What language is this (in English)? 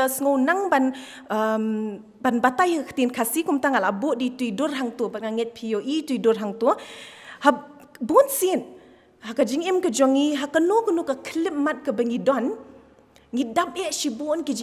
Khasi